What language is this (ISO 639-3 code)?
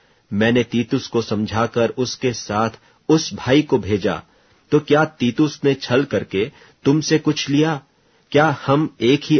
hin